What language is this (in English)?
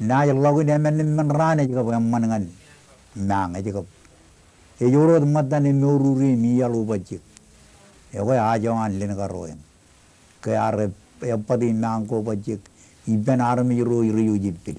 Marshallese